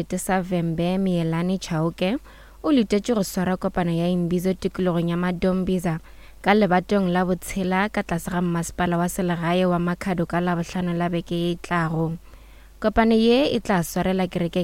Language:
Northern Sotho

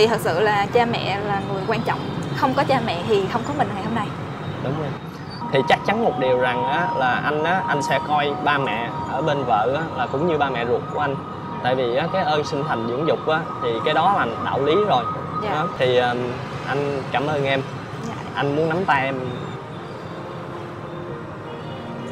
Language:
Vietnamese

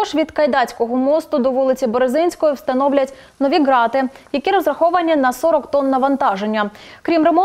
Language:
Ukrainian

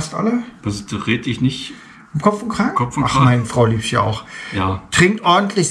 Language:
German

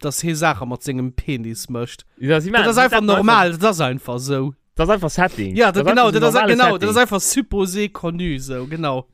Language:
Luxembourgish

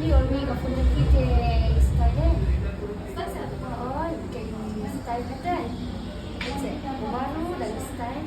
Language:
Khasi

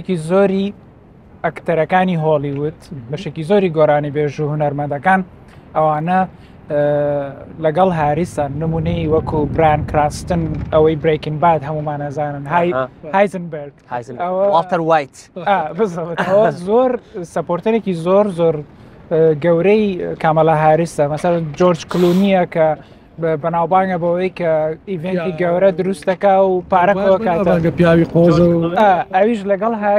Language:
Central Kurdish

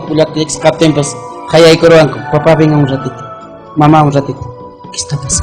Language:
Ayacucho Quechua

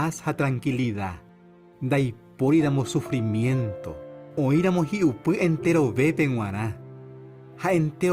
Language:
Guarani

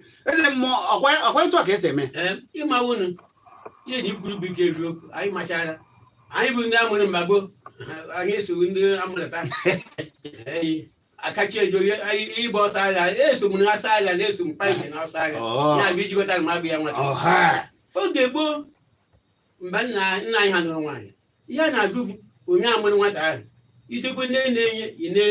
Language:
Igbo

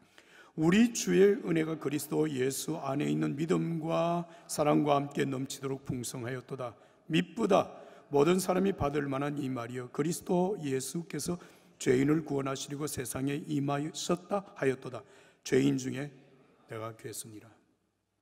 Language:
Korean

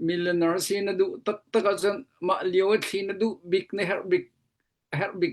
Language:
Hakha Chin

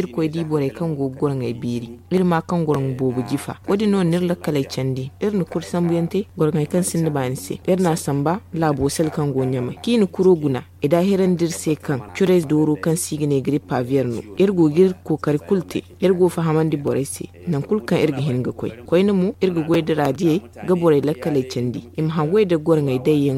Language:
Zarma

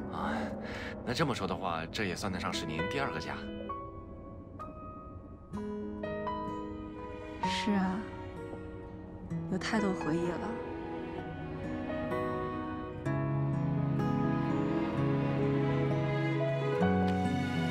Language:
Chinese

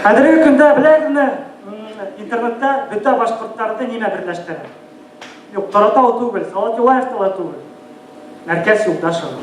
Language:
Bashkir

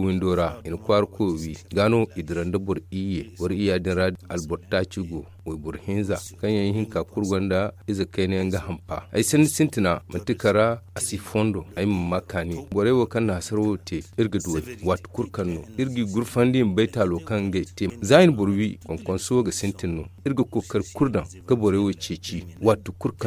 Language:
Zarma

